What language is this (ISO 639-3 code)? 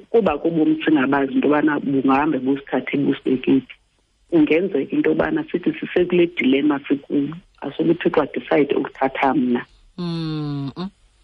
xho